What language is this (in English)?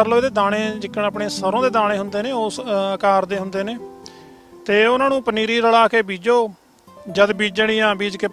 Punjabi